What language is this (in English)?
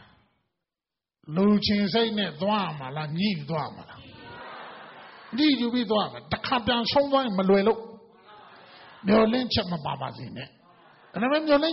Burmese